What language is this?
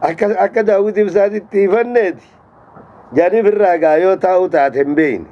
Oromo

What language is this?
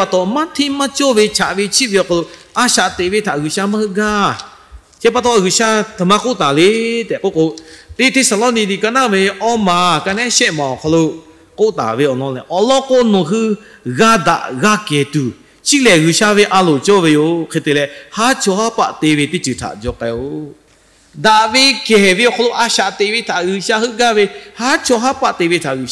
Lahu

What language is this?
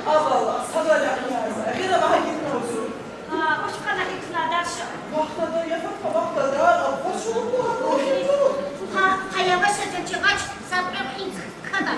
Tabassaran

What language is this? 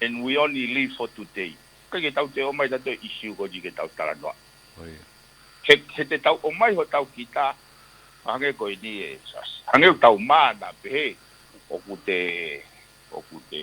Tongan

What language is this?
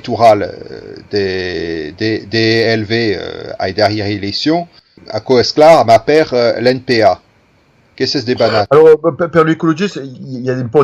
Occitan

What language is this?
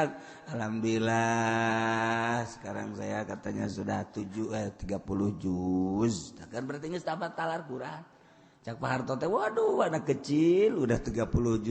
Sundanese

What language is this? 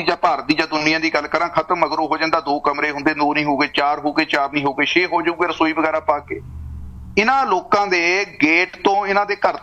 Punjabi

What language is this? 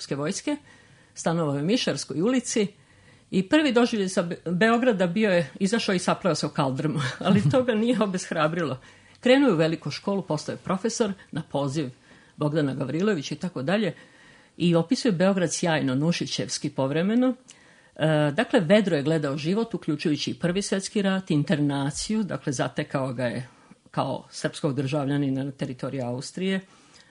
Serbian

